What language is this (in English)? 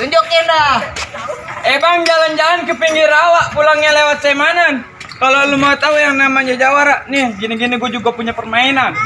Betawi